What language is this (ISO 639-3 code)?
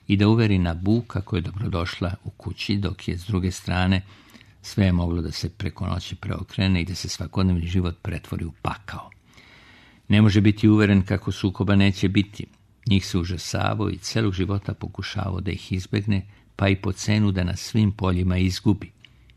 srp